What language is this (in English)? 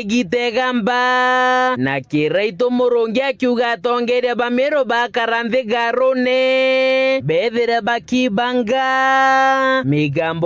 Meru